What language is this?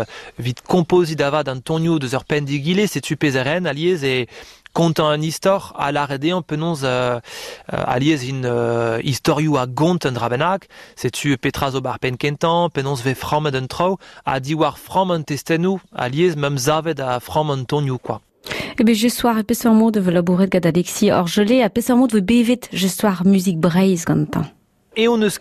Breton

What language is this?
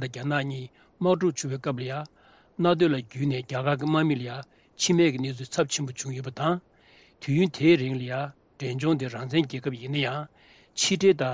Tibetan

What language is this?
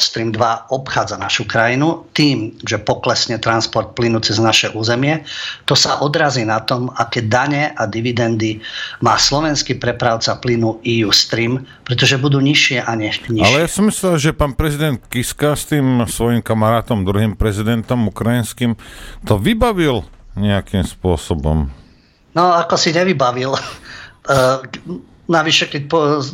Slovak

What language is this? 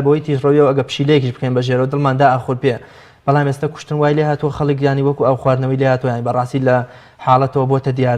Central Kurdish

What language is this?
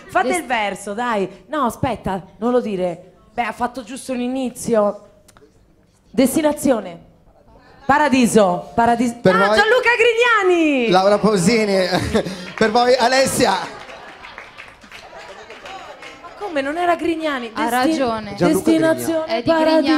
Italian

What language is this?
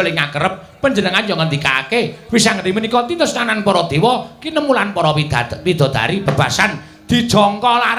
Javanese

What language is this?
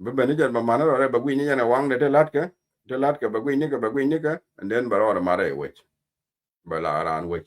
Nuer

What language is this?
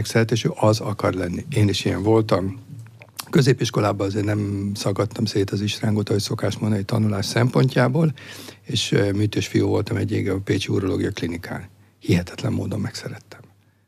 Hungarian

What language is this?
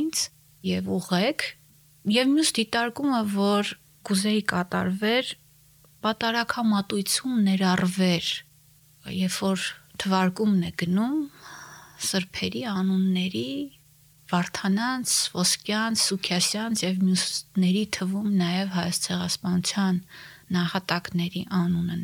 Armenian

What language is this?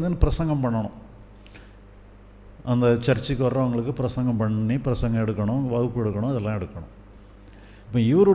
Tamil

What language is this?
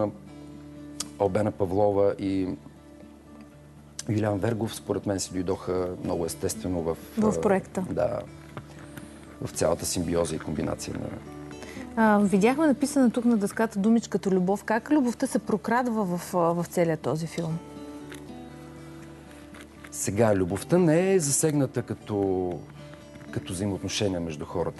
Bulgarian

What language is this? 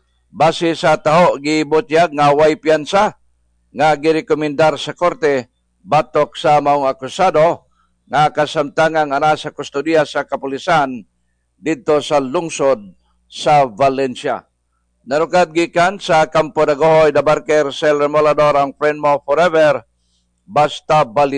Cebuano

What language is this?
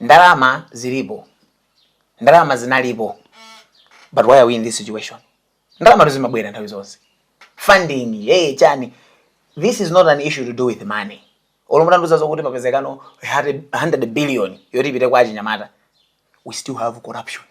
Nyanja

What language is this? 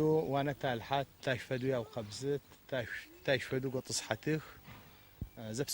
Adyghe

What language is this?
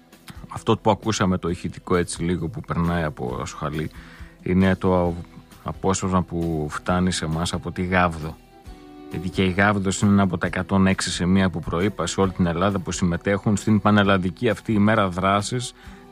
Greek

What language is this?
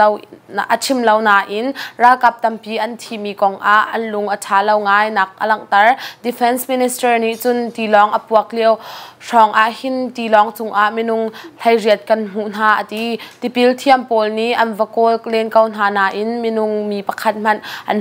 Hakha Chin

